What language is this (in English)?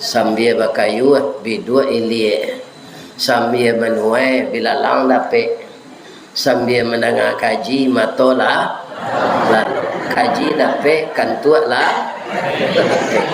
Minangkabau